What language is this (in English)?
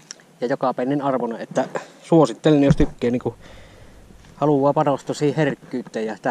Finnish